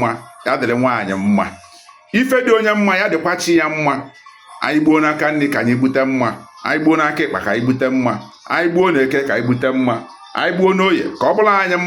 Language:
Igbo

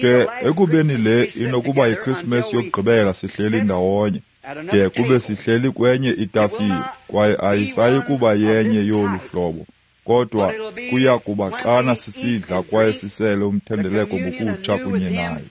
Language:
Xhosa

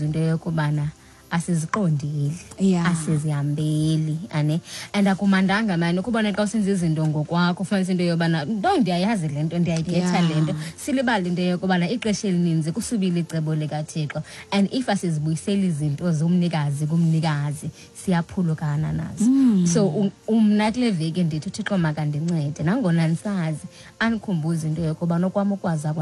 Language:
Xhosa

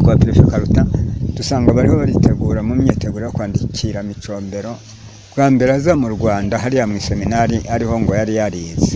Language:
Kinyarwanda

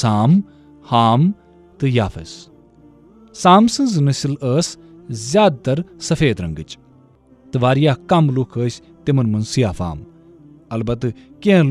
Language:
Kashmiri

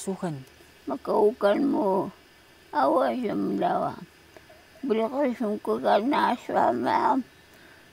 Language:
Taroko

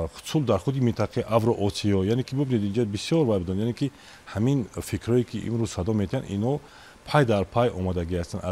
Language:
Tajik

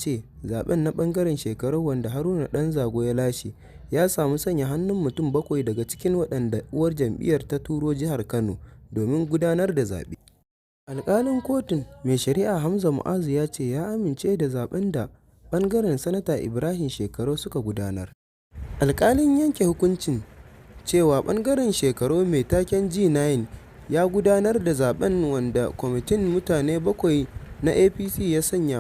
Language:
Hausa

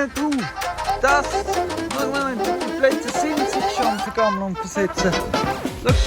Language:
Swiss German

